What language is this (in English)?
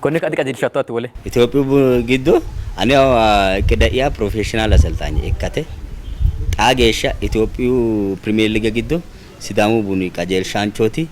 Sidamo